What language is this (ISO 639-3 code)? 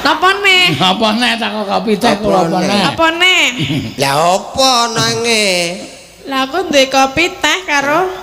jav